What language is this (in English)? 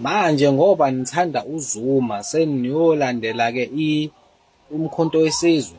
Zulu